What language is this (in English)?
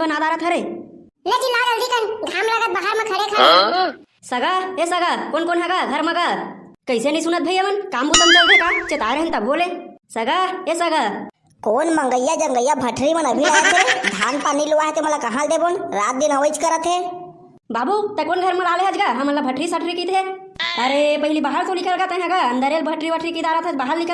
Chhattisgarhi